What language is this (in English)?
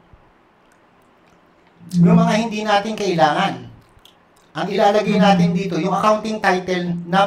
Filipino